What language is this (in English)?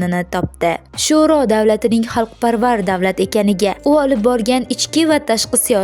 Uzbek